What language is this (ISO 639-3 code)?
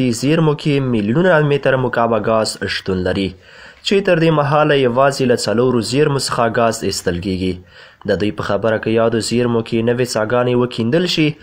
pus